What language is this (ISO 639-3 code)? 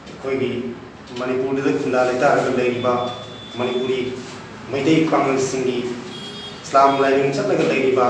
mni